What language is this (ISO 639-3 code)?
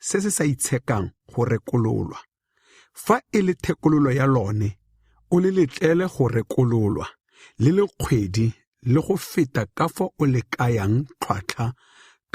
tsn